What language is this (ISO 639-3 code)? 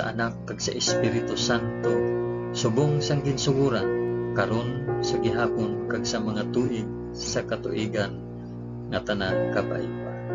hil